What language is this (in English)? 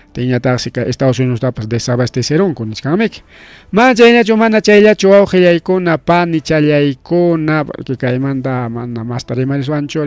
Ayacucho Quechua